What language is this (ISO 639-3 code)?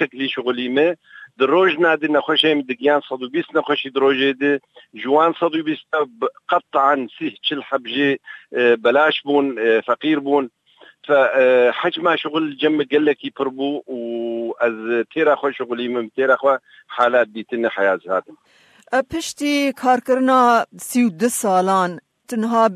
kur